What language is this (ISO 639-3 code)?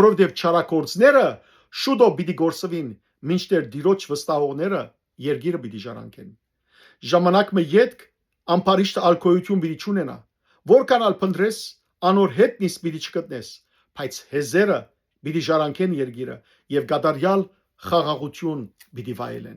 hyw